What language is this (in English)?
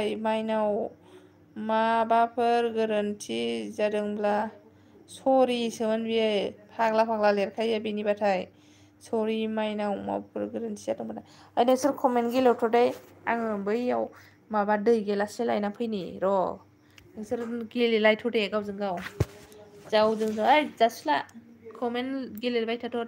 Bodo